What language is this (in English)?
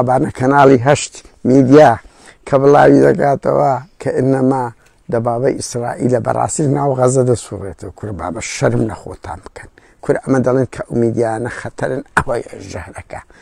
Central Kurdish